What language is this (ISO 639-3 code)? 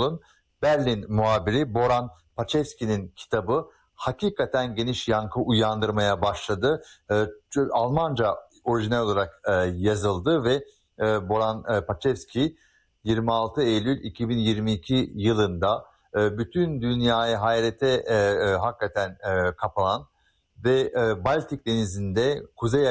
tur